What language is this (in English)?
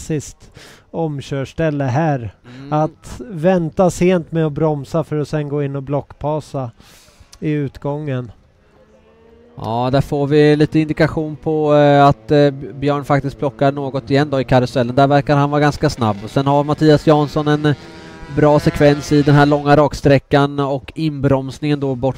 Swedish